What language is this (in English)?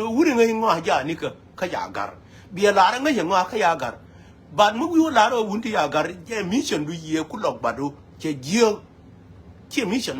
Nuer